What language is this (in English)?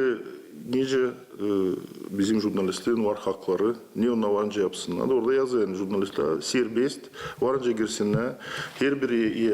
Gagauz